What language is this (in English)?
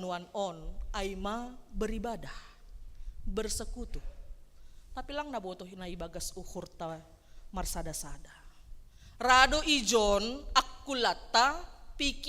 Batak Simalungun